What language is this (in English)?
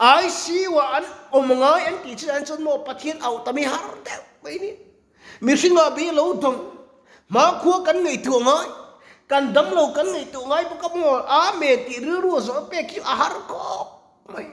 Mizo